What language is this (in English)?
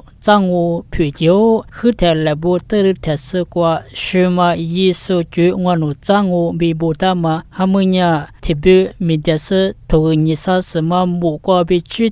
Lisu